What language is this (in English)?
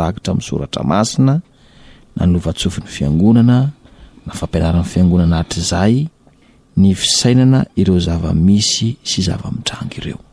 Malagasy